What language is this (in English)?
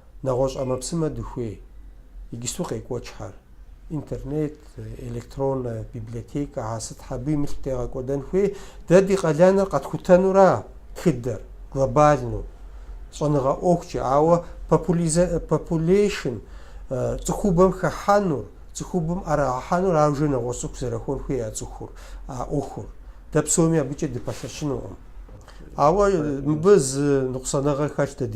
Kabardian